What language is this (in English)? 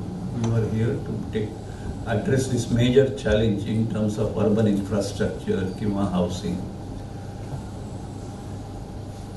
Marathi